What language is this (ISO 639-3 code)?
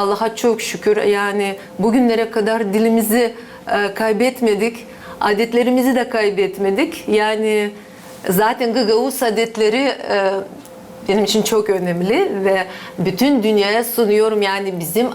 gag